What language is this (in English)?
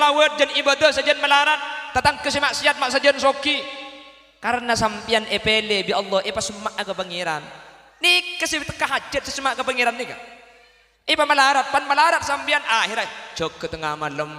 Madurese